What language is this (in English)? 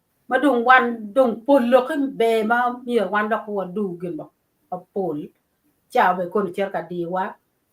Acoli